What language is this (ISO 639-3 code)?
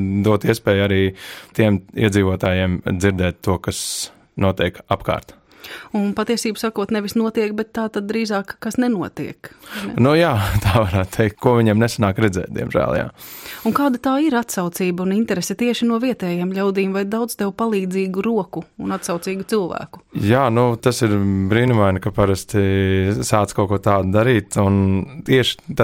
lav